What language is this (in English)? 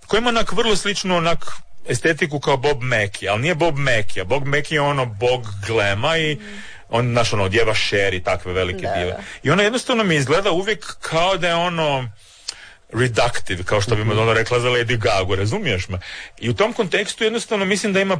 Croatian